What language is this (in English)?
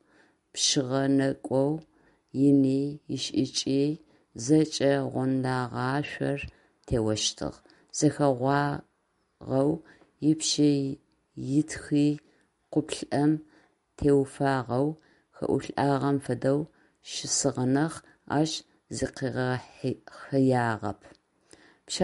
Adyghe